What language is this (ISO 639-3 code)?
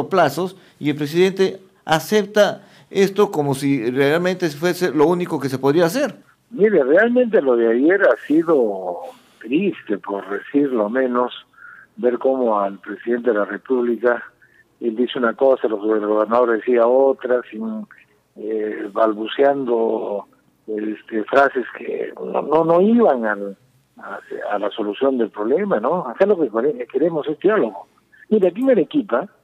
spa